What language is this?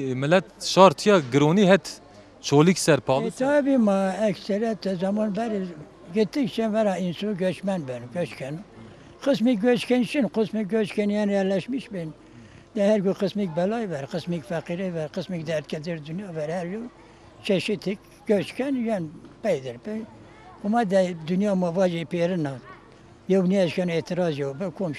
Zaza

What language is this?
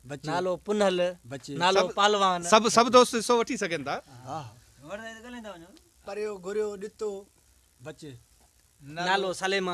Sindhi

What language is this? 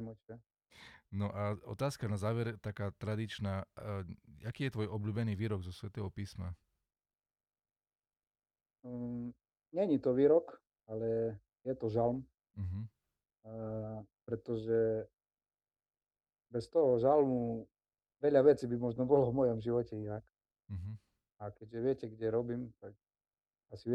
Slovak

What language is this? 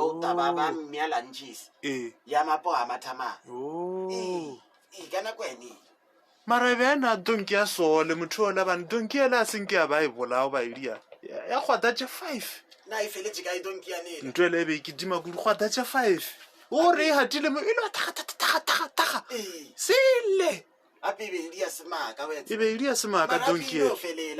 Northern Sotho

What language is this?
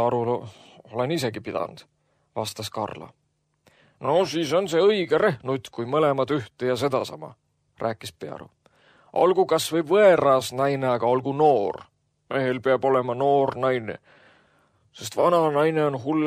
Estonian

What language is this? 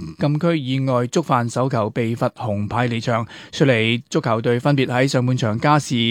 Cantonese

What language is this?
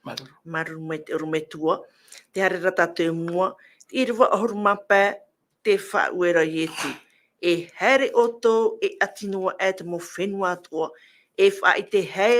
Tahitian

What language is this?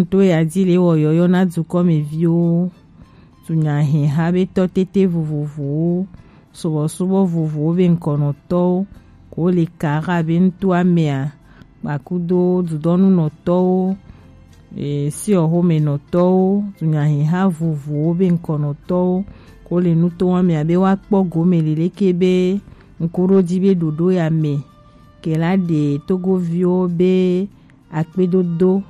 Gen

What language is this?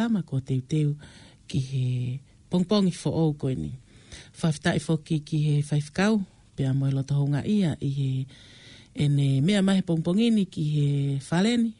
Tongan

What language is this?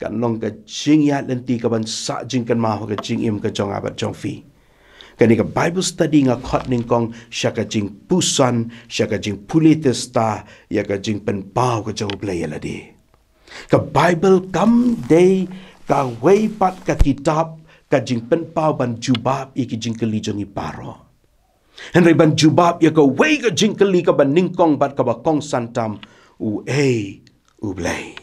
Khasi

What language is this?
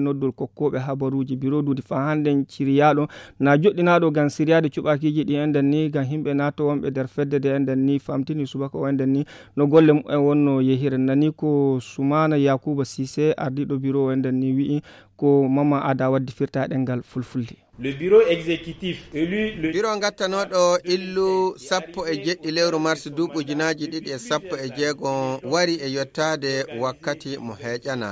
Fula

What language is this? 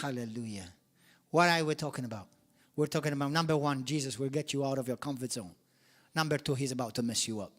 English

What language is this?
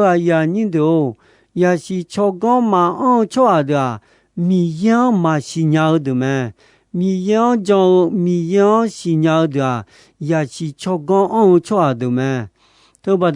Akha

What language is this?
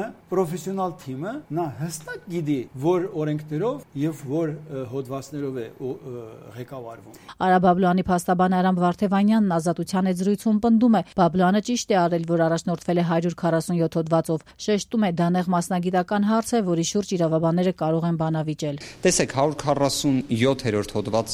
Armenian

